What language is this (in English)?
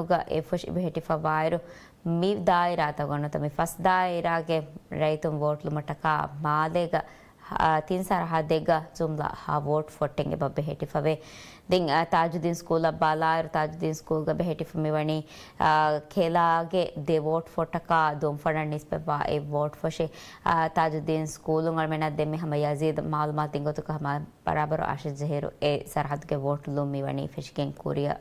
Divehi